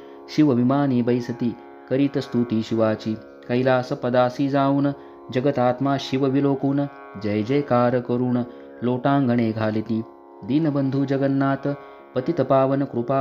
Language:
Marathi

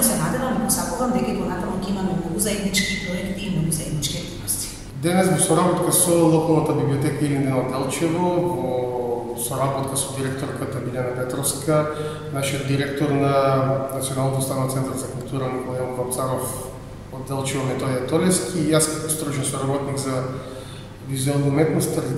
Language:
Macedonian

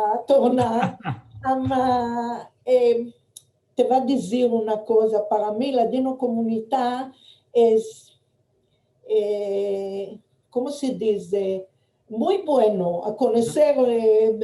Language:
Ladino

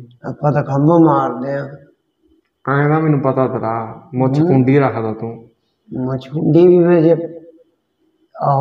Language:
Punjabi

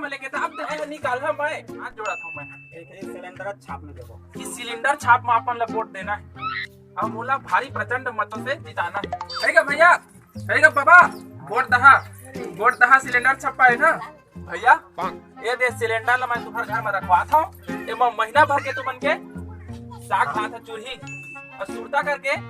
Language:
Chhattisgarhi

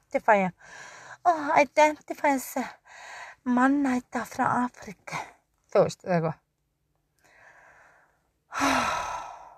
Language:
Icelandic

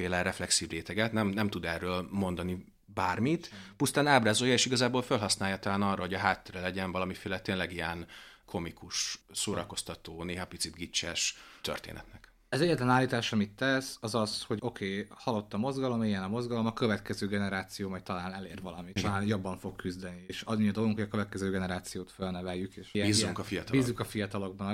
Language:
Hungarian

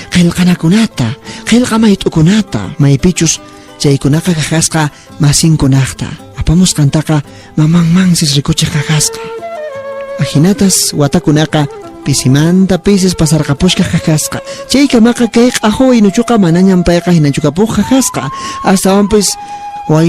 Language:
Quechua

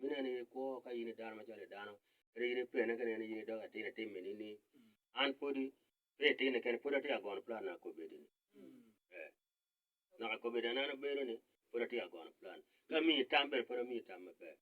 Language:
Acoli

